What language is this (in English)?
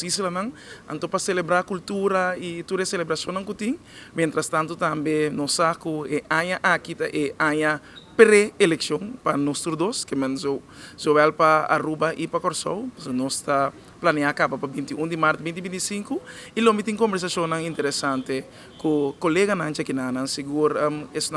Papiamento